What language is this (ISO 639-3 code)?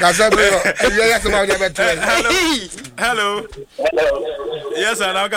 aka